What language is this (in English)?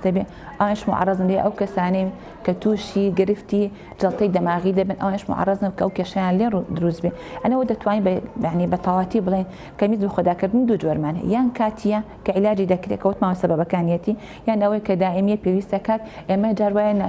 Central Kurdish